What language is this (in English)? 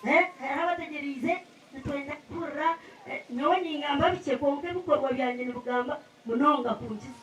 Nyankole